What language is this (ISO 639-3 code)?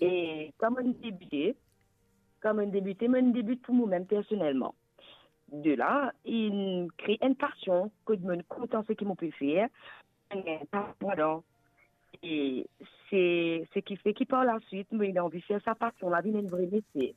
mfe